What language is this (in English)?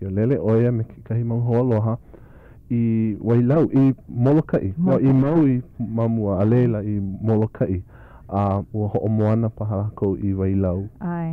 Hawaiian